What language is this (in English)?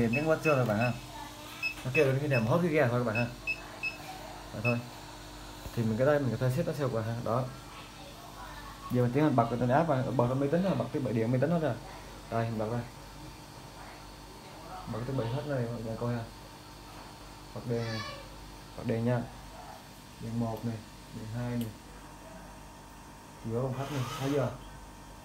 Vietnamese